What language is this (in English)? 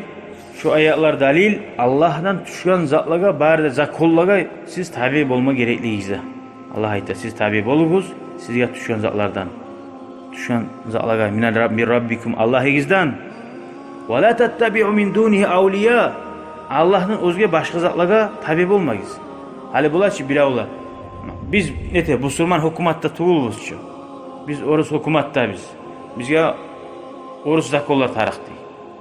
Kumyk